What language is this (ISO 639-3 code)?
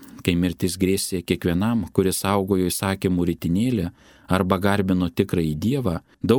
lit